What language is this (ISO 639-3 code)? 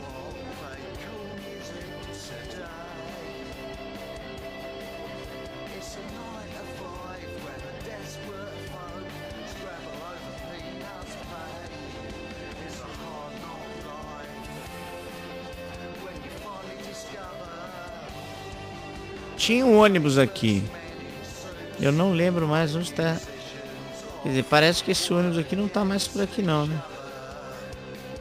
por